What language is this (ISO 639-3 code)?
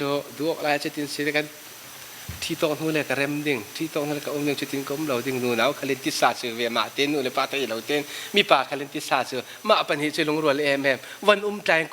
cfm